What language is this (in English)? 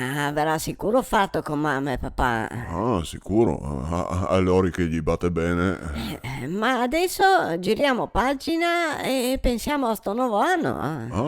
Venetian